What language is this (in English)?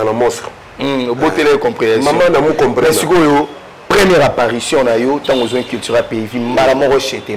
Lingala